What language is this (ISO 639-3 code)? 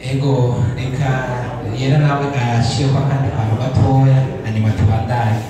run